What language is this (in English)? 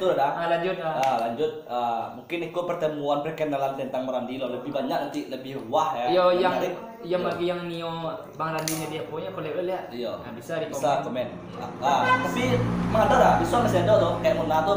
Minangkabau